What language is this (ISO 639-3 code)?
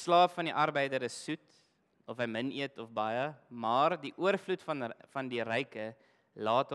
afr